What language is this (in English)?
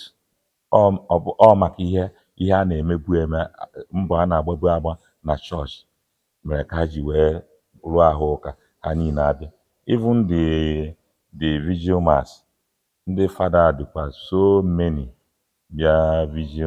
Igbo